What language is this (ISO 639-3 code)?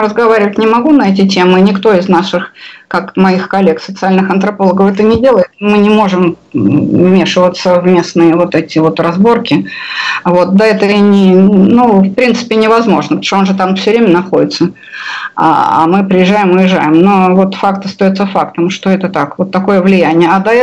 rus